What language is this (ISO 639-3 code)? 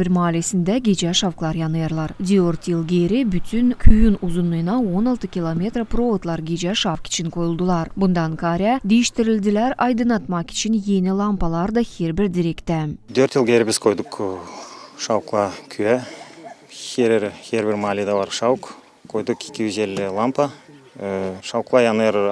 gag